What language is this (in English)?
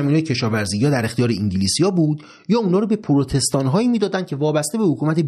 Persian